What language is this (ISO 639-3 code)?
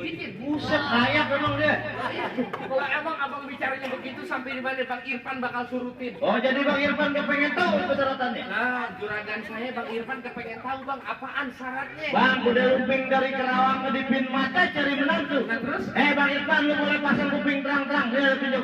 bew